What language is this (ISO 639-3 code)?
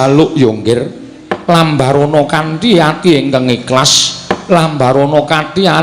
jav